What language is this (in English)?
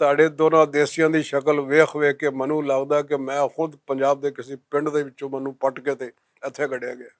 Western Panjabi